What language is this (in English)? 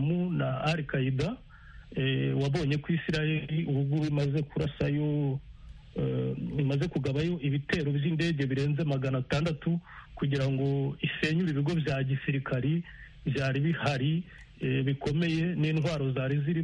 Kinyarwanda